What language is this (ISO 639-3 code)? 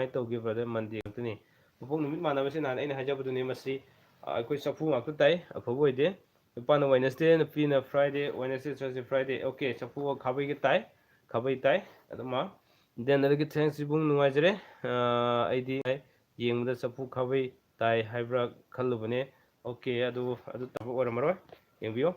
mni